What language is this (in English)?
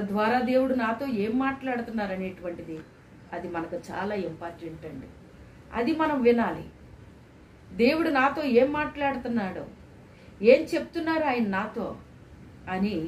Telugu